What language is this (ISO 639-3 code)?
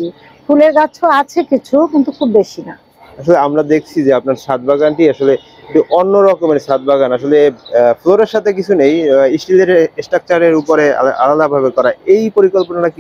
ben